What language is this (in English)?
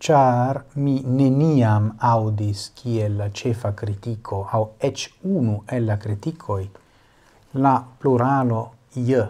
Esperanto